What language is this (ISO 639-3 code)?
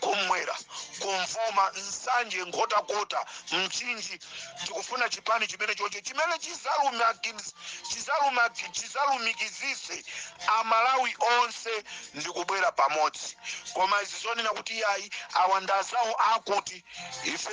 nya